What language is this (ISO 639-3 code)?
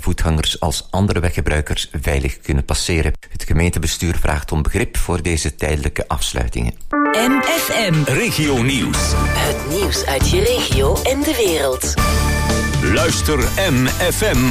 nld